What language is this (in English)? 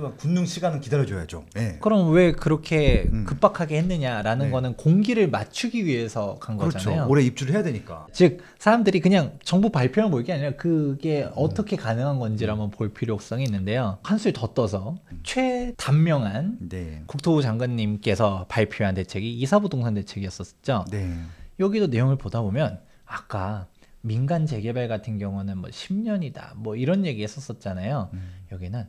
Korean